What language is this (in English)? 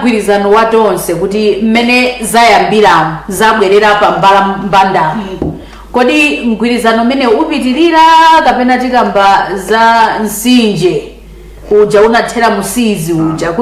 Nyanja